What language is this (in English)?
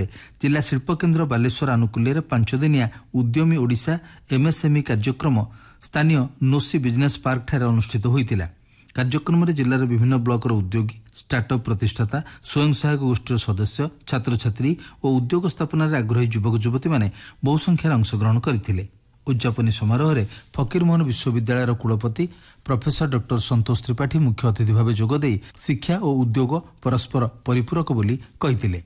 Odia